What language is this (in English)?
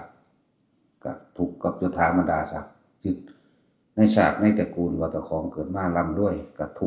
Northeastern Thai